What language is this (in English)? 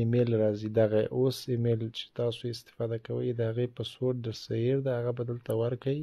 Pashto